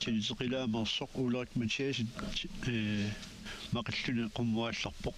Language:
Kalaallisut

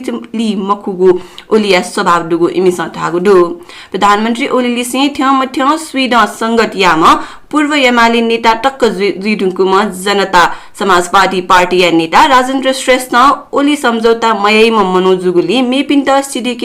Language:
Newari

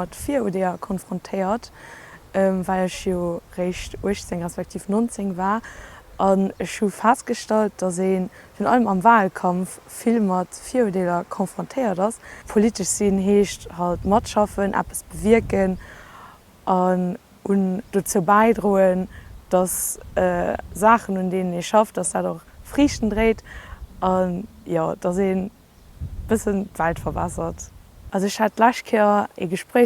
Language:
Luxembourgish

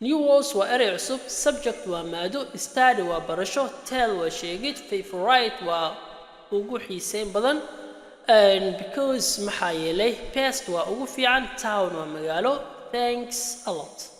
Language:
Somali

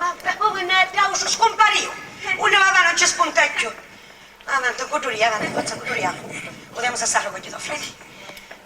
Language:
Sicilian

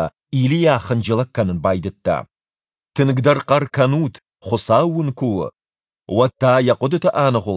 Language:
Ossetic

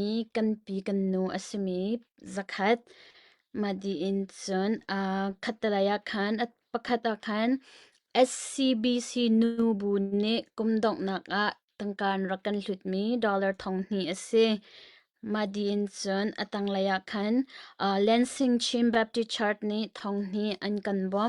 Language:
Hakha Chin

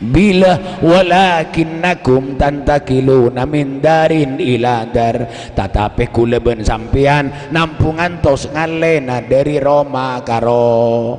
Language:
Madurese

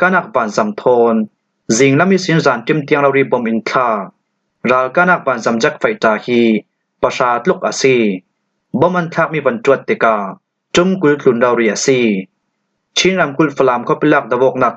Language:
Falam Chin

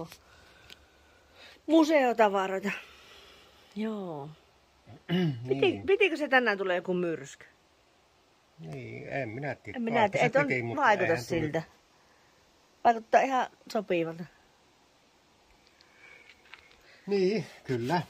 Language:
Finnish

